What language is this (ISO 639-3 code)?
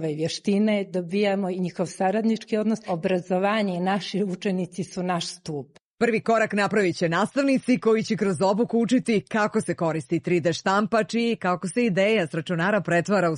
srp